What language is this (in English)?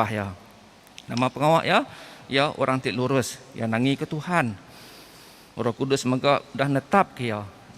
Iban